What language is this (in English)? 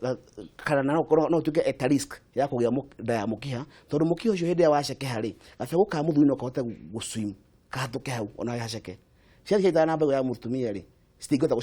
Kikuyu